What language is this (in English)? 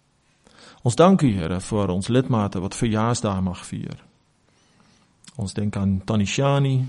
Afrikaans